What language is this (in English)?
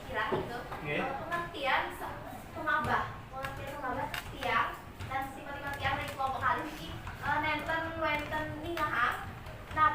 Balinese